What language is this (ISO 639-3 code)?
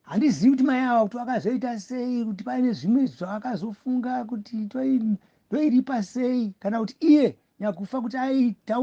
sna